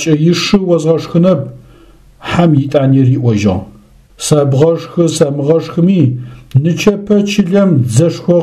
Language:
Adyghe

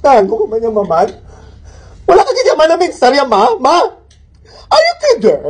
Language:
Hiligaynon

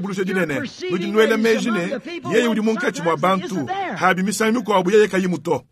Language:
Luba-Lulua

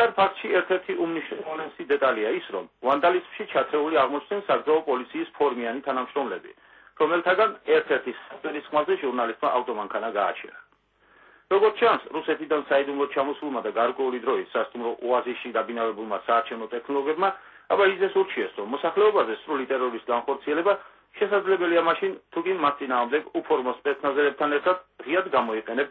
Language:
Georgian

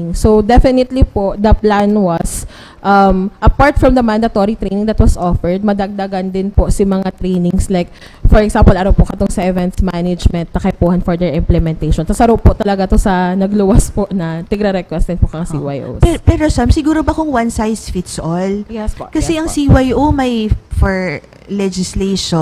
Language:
Bikol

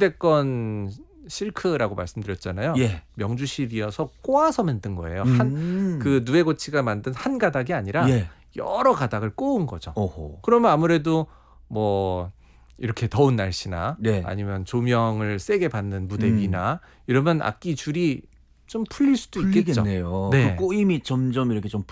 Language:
Korean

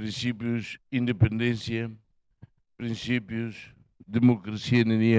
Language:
Tetum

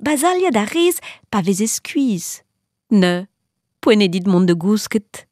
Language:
Breton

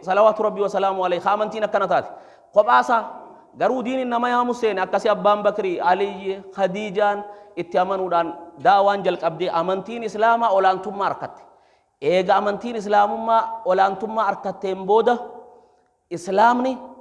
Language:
Oromo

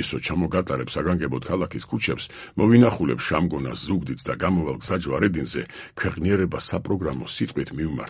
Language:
Georgian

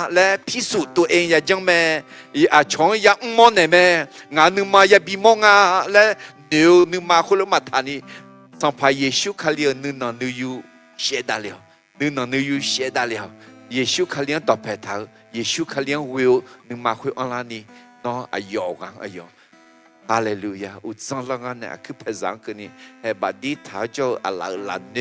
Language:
Akha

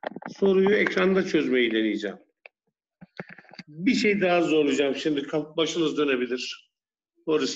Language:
Turkish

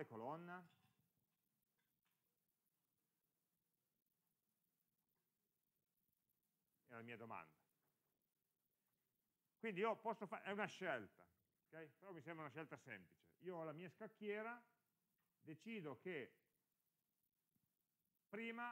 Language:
Italian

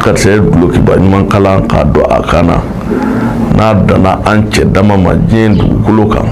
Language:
Bambara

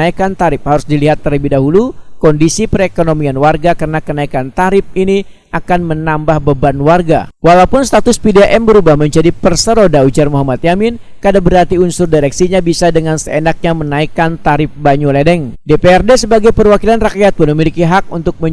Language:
Banjar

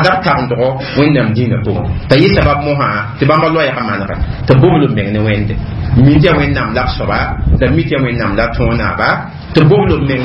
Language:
Mossi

